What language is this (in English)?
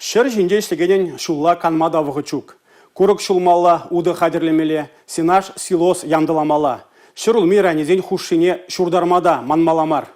Chuvash